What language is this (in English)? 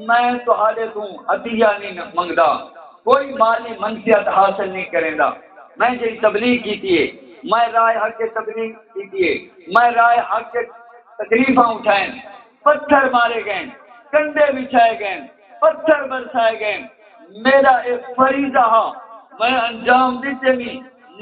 Saraiki